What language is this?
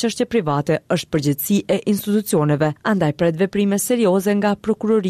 Albanian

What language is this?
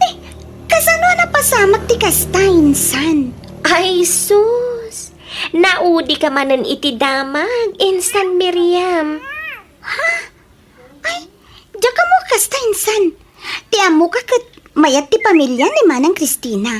Iloko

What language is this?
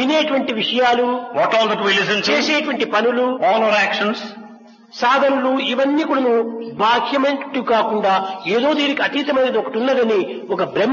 Telugu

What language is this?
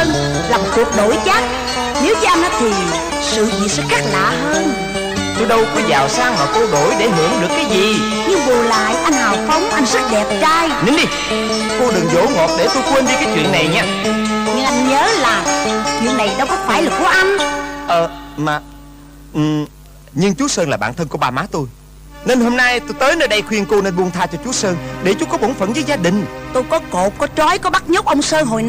Vietnamese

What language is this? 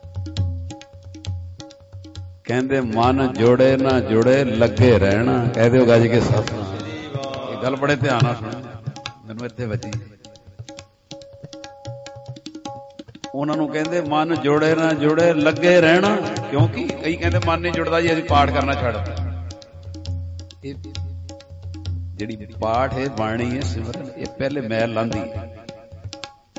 Punjabi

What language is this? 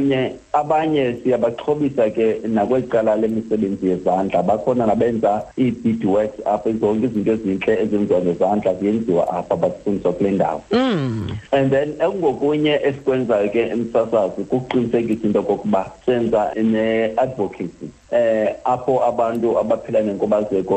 Xhosa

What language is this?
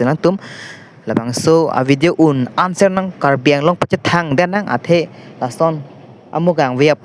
Karbi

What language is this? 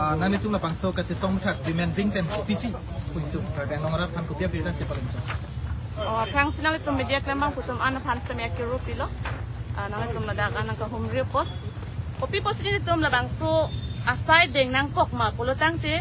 Karbi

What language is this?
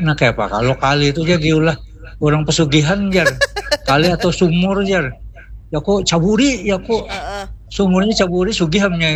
Banjar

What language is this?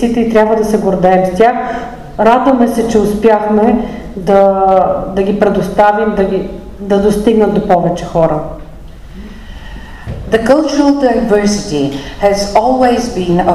Bulgarian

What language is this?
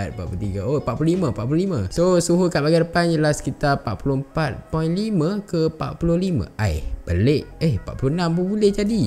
Malay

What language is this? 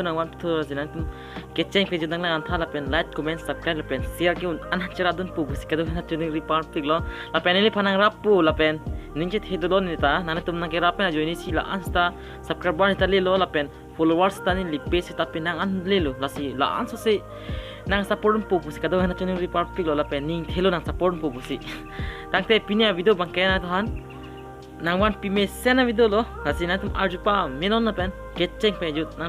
Karbi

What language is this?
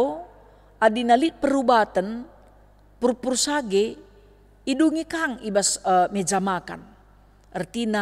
Batak Karo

